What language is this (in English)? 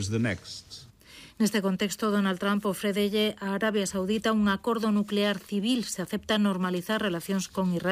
Galician